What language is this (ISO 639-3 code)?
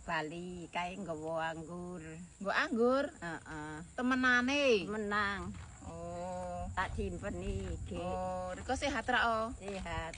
jav